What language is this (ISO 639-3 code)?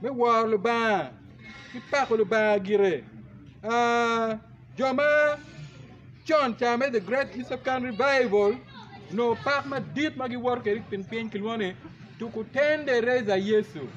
ach